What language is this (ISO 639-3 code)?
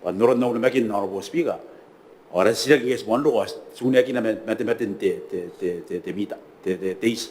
gil